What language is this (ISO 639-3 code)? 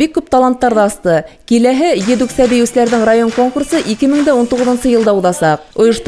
bak